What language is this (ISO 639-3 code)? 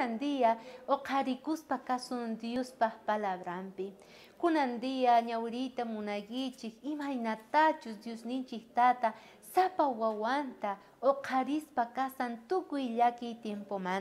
quh